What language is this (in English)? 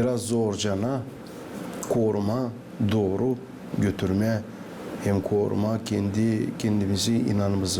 Gagauz